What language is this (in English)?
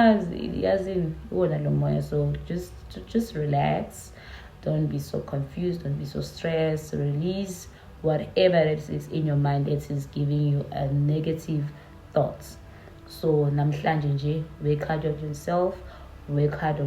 Zulu